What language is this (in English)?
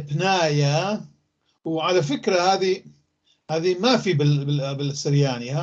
North Levantine Arabic